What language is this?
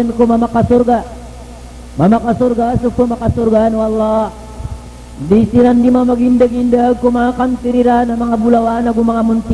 Maranao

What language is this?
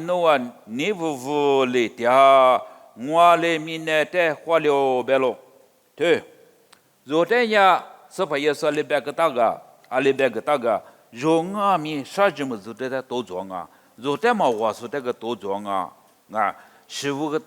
Lisu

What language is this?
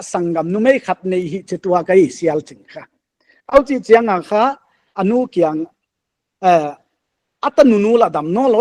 Paite Chin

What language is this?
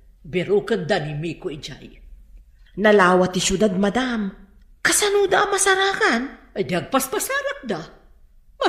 Iloko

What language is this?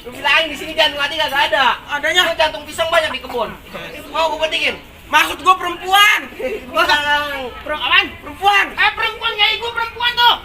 Betawi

